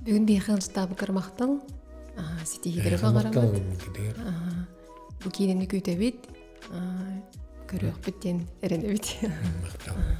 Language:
Yakut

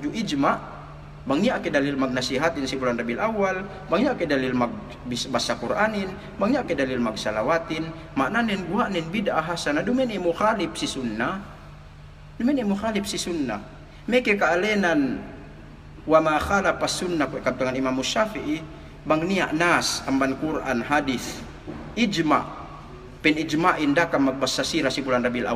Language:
Yakan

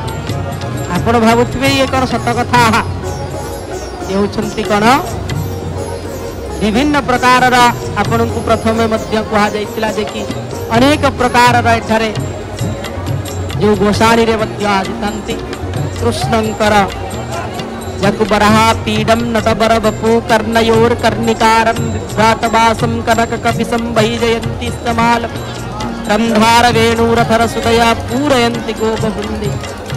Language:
Odia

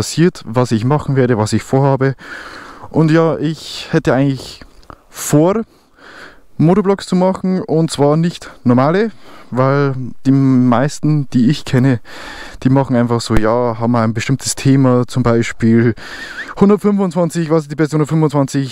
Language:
Bavarian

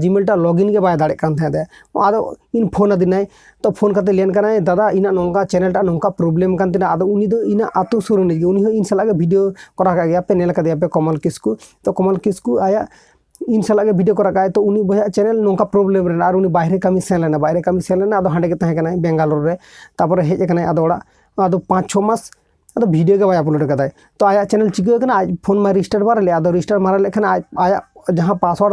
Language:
Santali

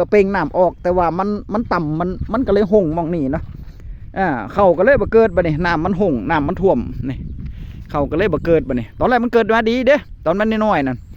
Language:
Northeastern Thai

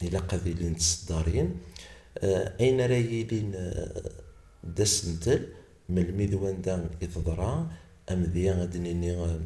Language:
Kabyle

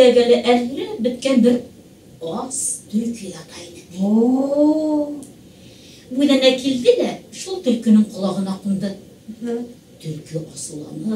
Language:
Bashkir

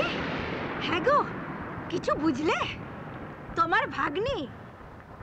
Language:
Bangla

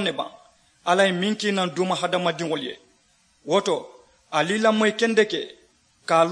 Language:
Mandingo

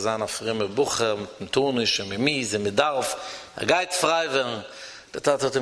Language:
Yiddish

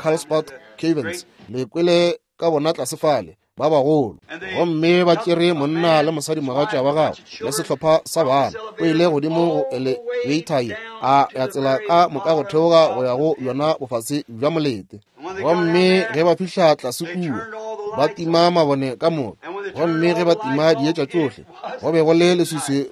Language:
Northern Sotho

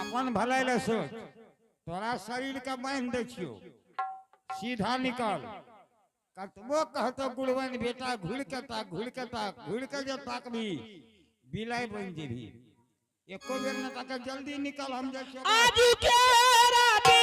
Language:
Angika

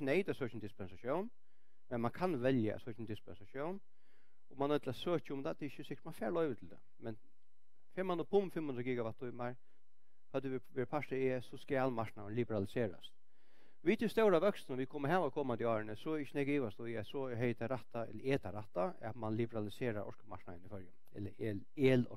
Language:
Faroese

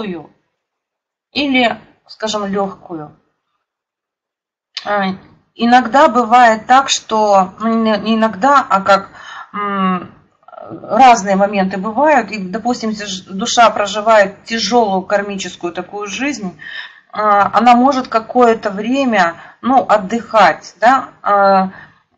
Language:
Russian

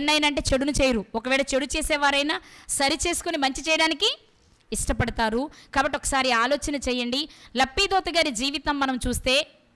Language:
Telugu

